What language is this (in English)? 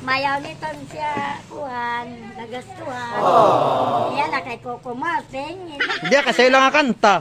Waray